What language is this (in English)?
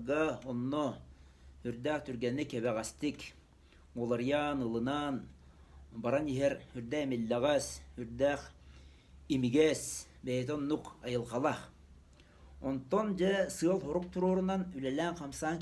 Yakut